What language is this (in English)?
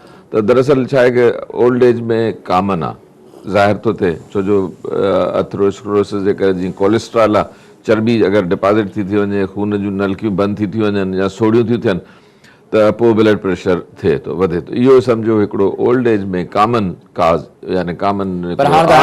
Sindhi